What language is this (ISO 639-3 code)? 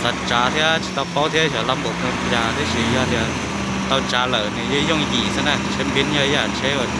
hmn